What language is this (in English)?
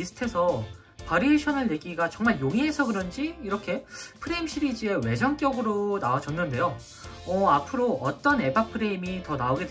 Korean